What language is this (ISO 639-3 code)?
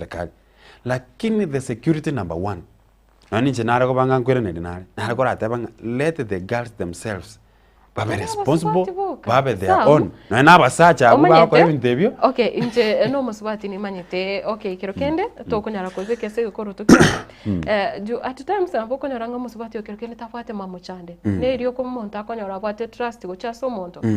guz